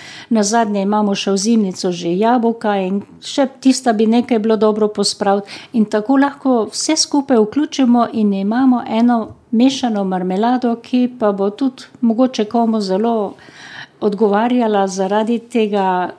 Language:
Slovenian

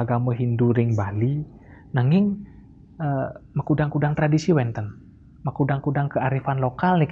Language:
Balinese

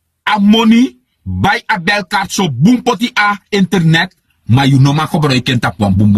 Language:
Sranan Tongo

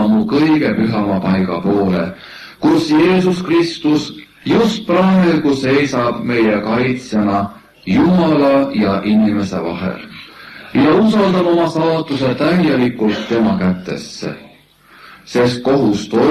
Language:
Estonian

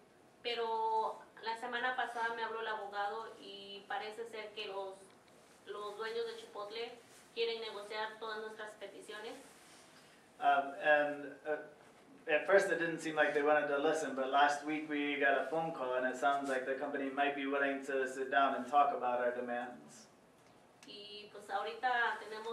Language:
Spanish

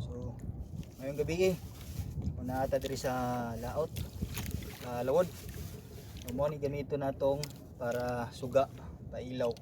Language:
Cebuano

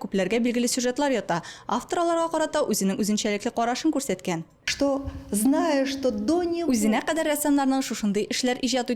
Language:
Tatar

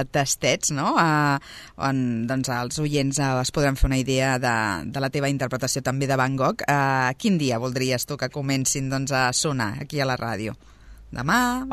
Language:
Catalan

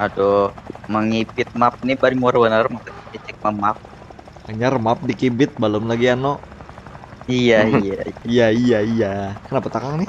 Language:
Banjar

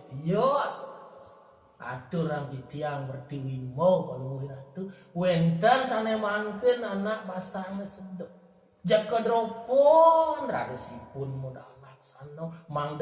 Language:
Balinese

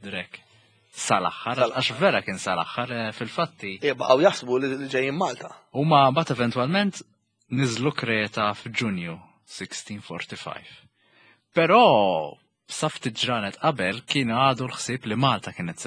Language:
Maltese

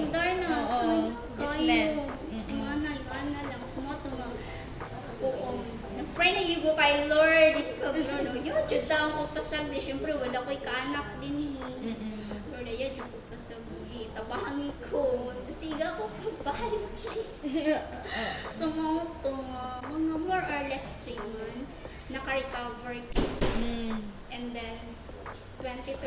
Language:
Cebuano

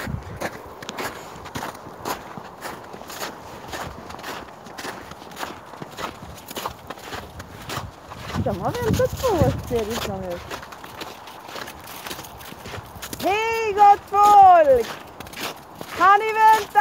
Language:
Swedish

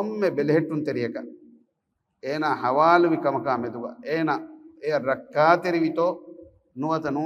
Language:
Divehi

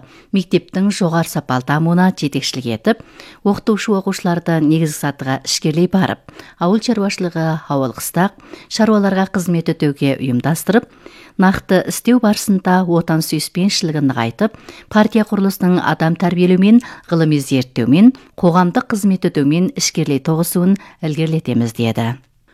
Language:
Kazakh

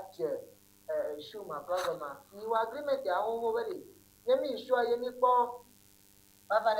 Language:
Ewe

